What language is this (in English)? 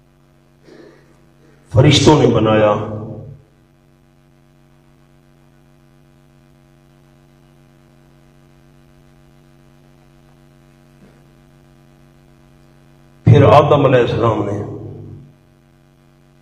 Urdu